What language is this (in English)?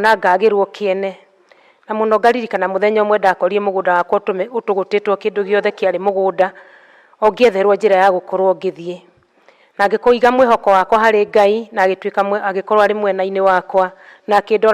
Kikuyu